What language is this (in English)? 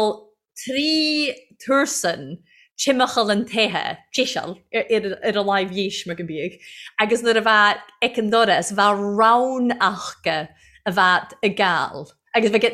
Irish